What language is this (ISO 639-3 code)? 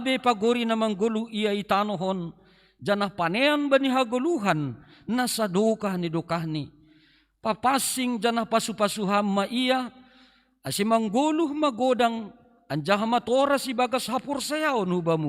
bts